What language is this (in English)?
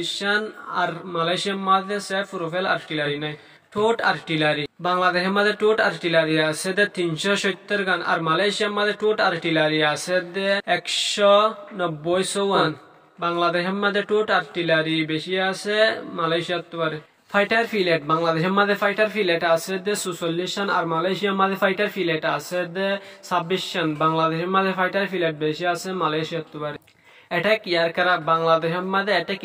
Rohingya